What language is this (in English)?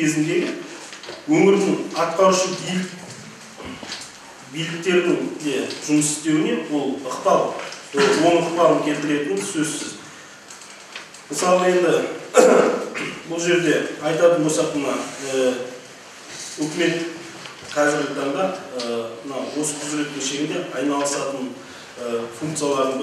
Kazakh